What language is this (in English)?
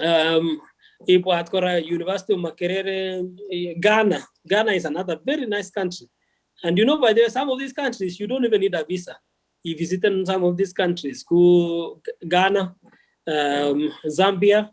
Kalenjin